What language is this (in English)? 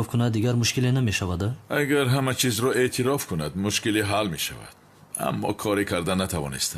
Tajik